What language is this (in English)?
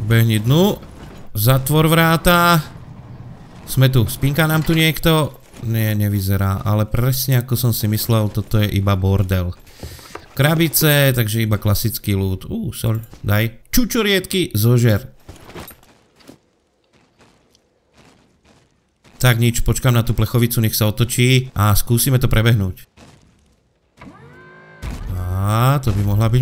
Slovak